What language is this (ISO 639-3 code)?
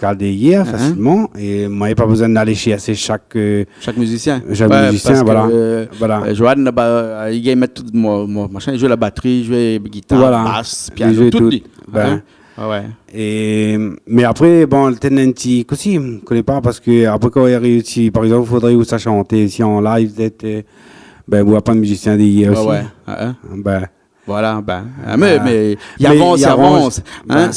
rcf